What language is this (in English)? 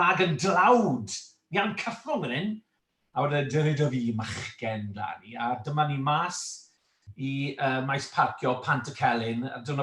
Welsh